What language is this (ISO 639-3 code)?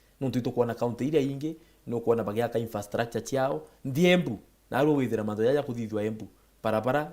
mer